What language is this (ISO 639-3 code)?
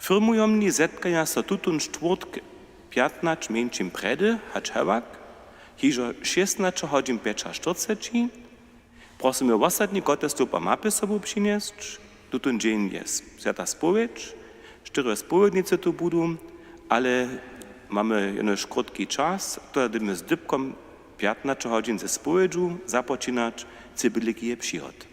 hsb